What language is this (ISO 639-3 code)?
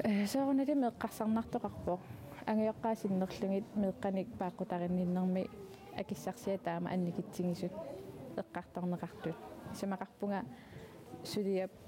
kal